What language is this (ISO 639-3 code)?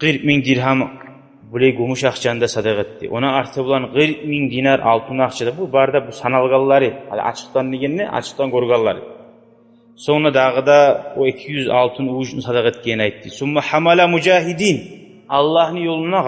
kum